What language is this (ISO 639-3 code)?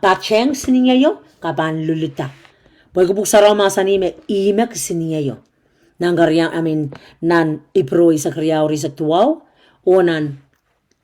pon